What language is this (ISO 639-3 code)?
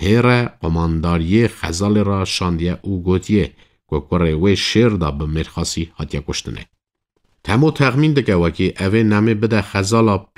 kur